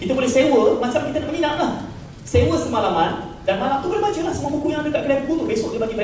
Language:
Malay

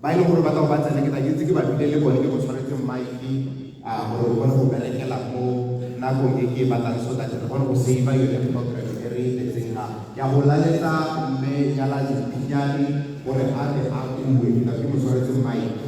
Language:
Tswana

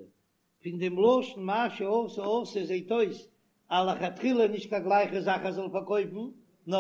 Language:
Yiddish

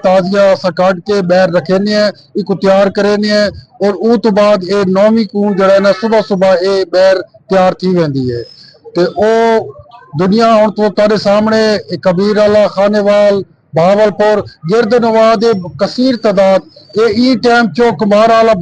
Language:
Saraiki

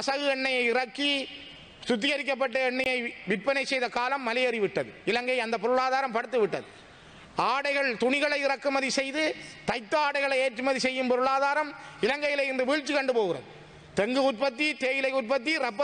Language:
Tamil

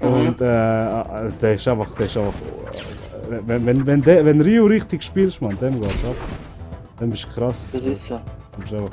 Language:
Swiss German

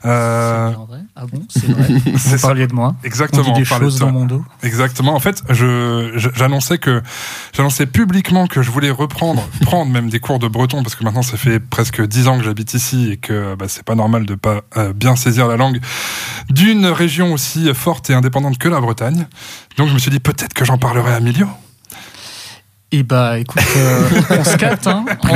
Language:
French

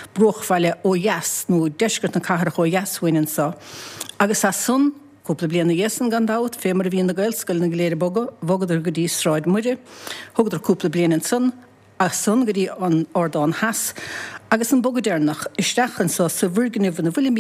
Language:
Irish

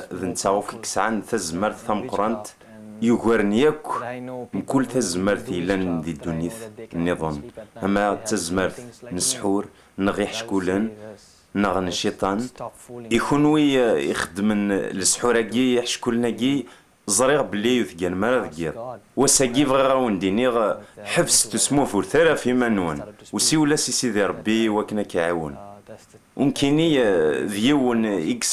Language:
Kabyle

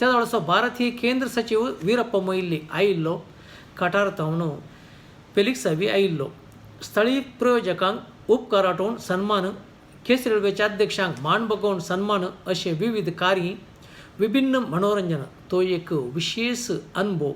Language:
Konkani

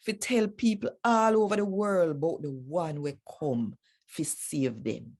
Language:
Jamaican Creole English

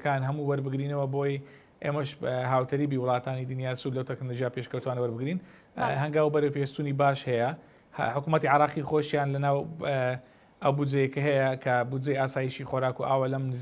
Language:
Central Kurdish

